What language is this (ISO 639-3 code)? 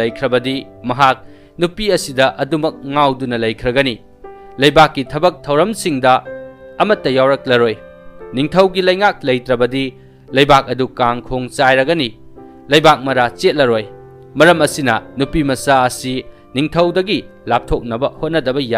mni